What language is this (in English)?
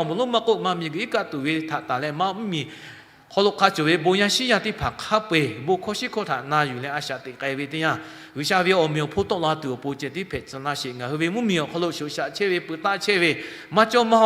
Lahu